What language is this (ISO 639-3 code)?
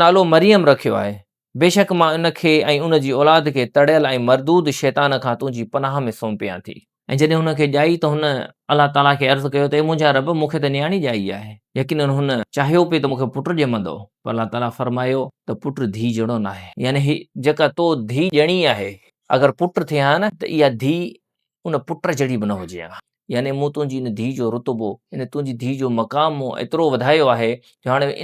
snd